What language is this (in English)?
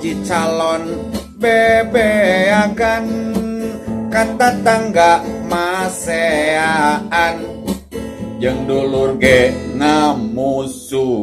Sundanese